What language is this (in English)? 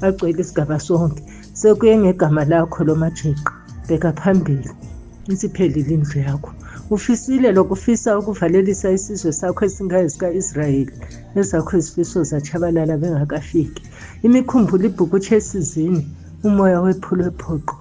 Zulu